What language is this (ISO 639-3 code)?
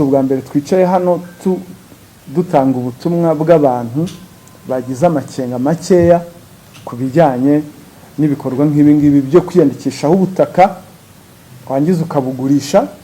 kin